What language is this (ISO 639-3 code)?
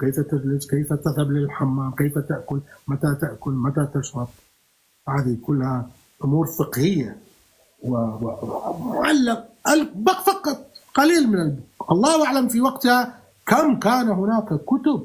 apc